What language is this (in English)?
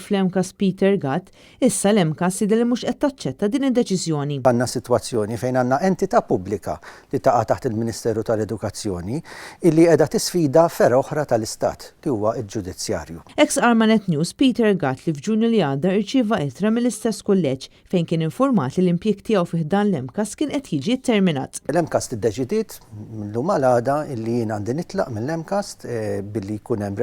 Maltese